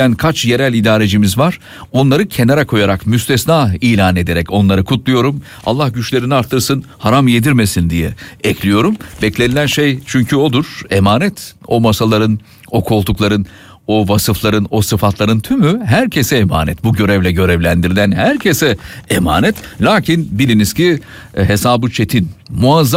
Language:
Turkish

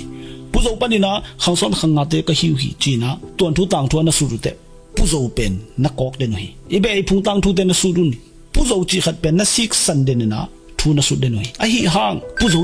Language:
Tedim Chin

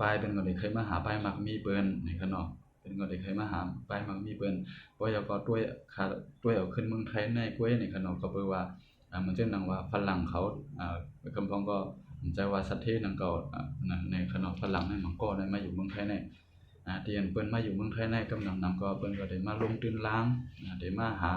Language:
Shan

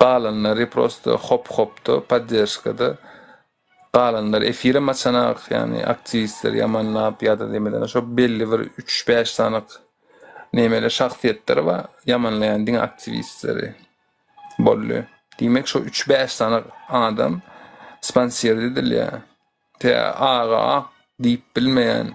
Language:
Turkmen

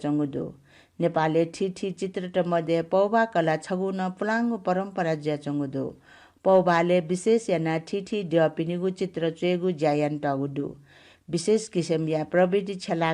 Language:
Newari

